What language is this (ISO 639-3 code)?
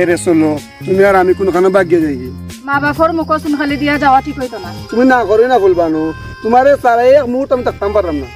syl